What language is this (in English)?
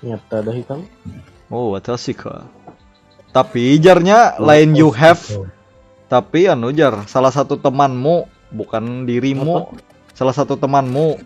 Banjar